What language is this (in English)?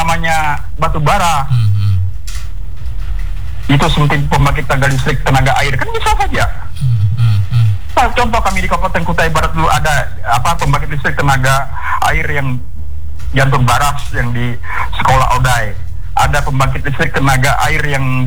Indonesian